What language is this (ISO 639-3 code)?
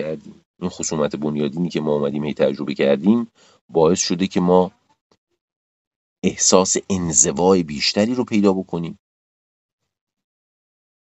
fas